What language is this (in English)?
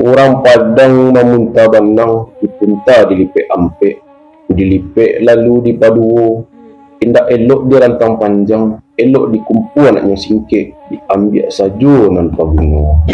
Minangkabau